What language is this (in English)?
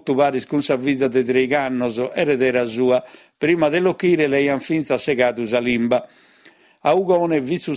Sardinian